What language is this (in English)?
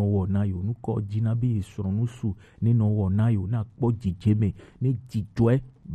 Gen